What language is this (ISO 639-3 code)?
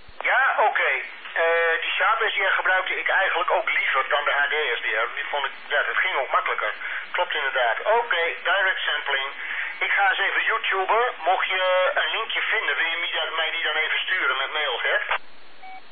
nld